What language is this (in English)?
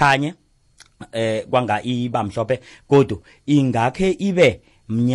South Ndebele